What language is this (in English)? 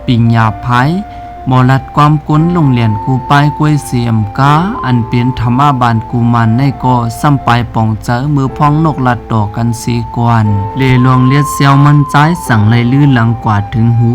Shan